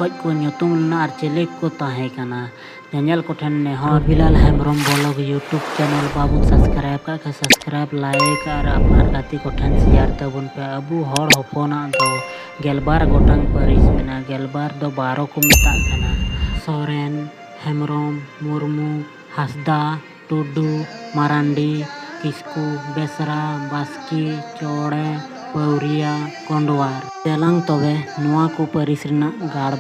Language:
Santali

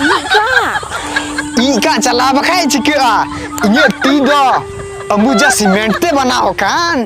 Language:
Santali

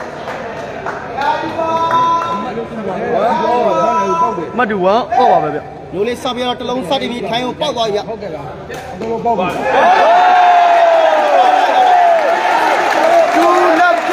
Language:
Burmese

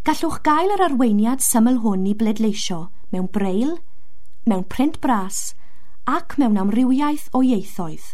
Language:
Welsh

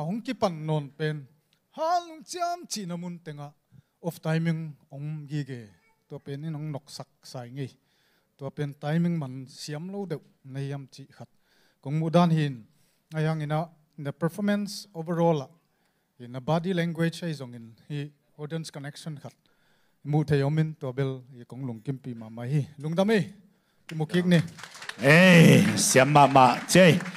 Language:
Tedim Chin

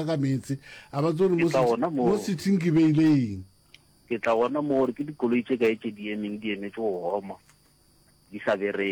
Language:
Northern Sotho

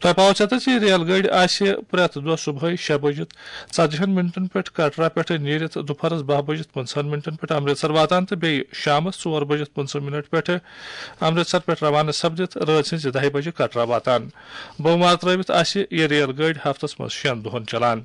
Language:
Kashmiri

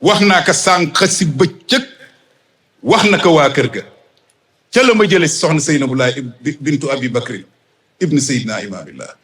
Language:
Wolof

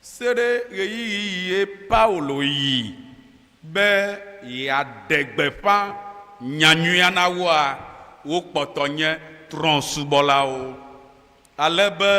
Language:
Ewe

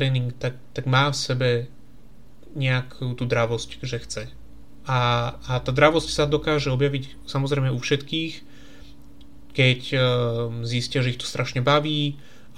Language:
Slovak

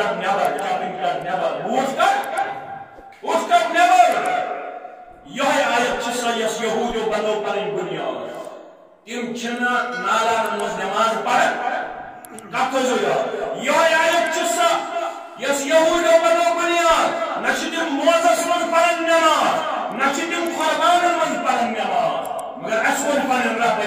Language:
Kashmiri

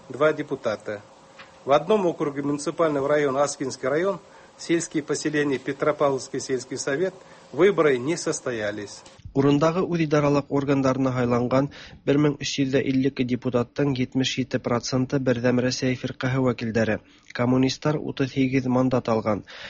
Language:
Tatar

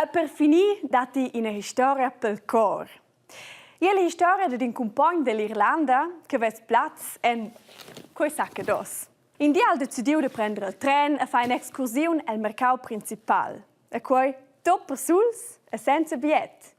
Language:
Romansh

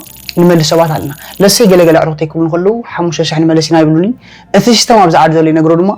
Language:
Tigrinya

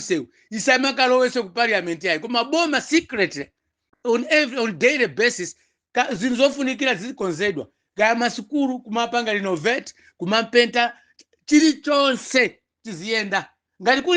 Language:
Nyanja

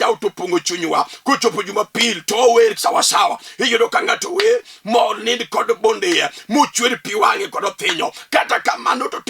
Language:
Luo (Kenya and Tanzania)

